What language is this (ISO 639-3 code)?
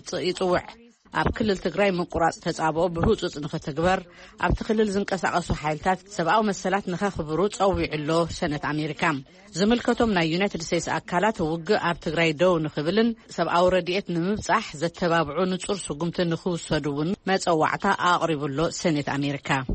tir